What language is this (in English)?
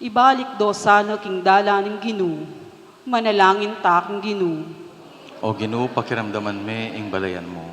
Pampanga